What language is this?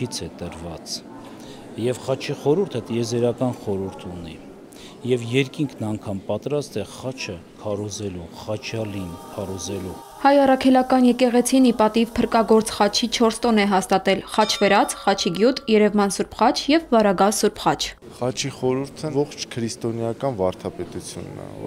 Armenian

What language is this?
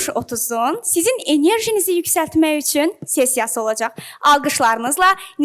Azerbaijani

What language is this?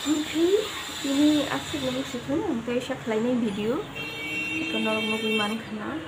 Kok Borok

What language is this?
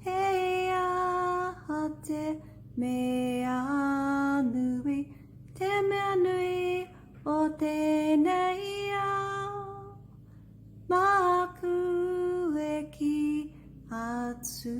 Māori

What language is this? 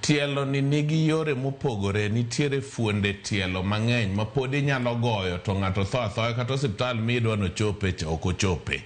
Luo (Kenya and Tanzania)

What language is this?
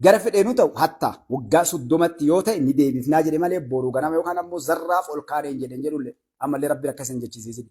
Oromo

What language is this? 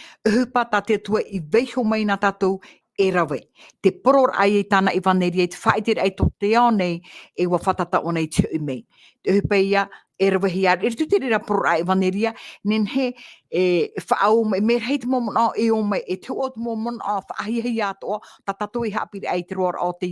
Tahitian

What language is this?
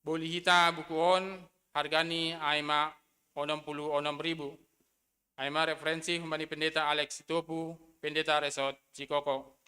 Batak Simalungun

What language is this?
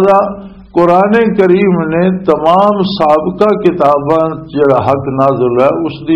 Western Panjabi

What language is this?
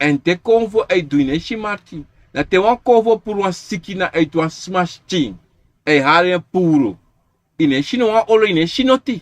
Sranan Tongo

